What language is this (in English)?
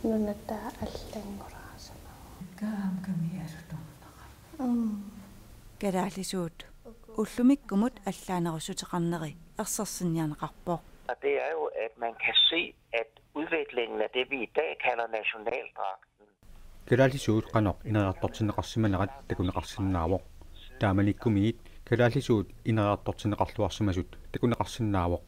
Kalaallisut